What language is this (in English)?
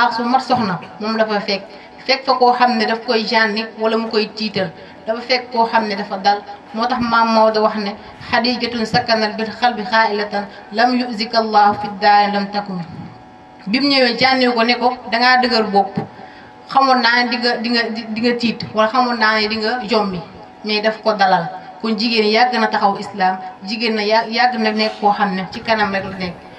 Wolof